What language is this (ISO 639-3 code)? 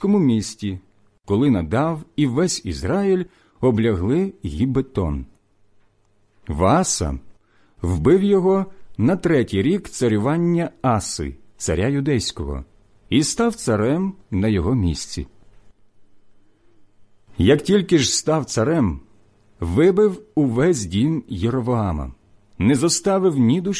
ukr